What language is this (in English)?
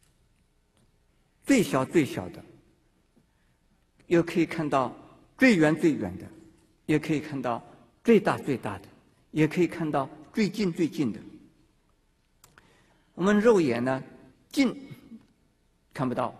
Chinese